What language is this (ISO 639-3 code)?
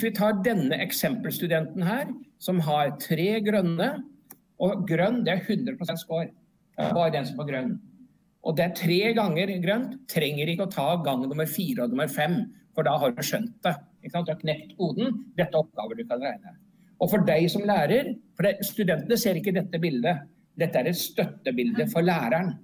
nor